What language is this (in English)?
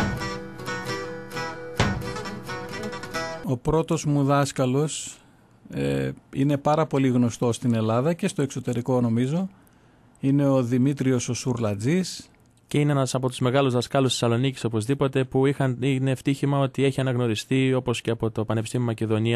Greek